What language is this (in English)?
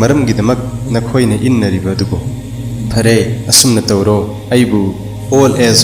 Manipuri